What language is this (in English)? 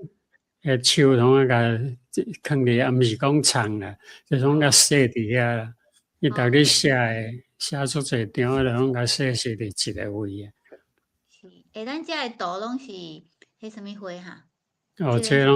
Min Nan Chinese